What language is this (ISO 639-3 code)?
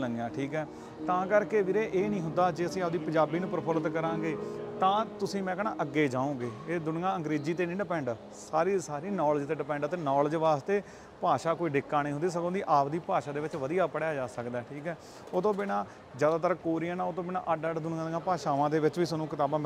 pan